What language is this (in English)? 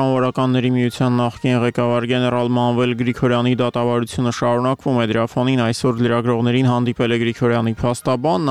Armenian